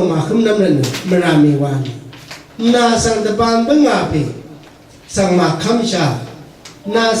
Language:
Rawang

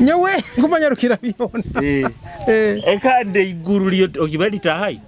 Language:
Nyoro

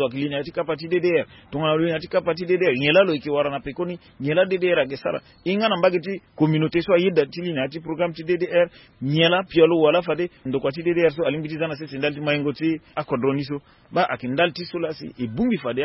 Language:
Sango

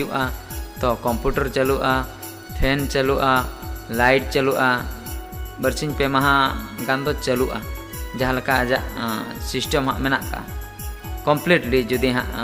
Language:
Santali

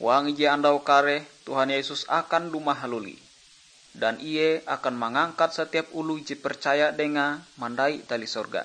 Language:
Ngaju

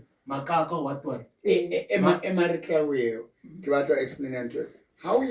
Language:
Southern Sotho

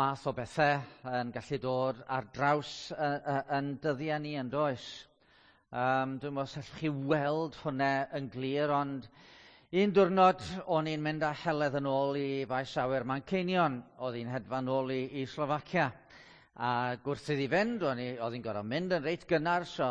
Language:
Welsh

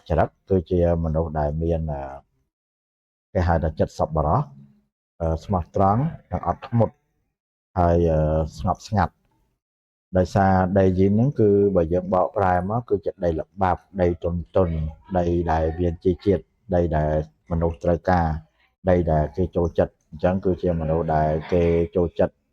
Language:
Khmer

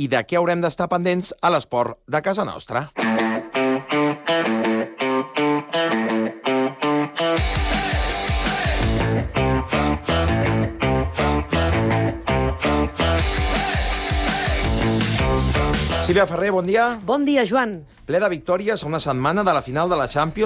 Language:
Catalan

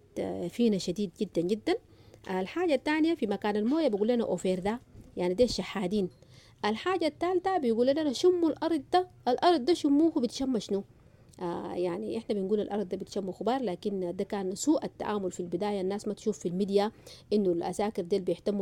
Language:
Sudanese Arabic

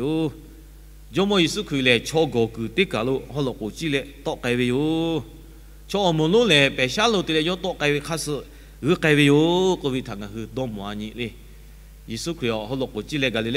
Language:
Lahu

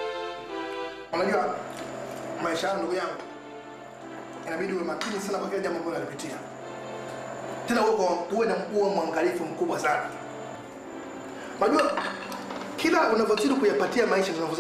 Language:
Swahili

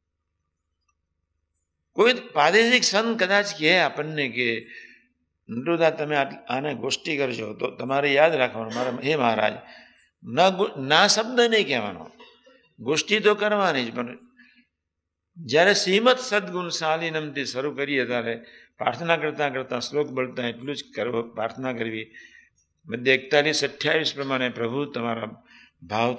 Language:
Gujarati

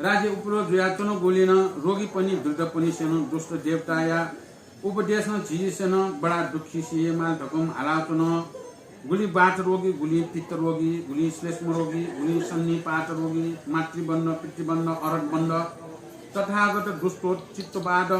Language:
Newari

